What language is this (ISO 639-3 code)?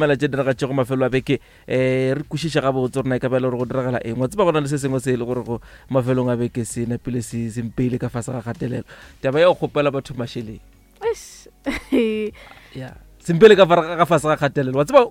nso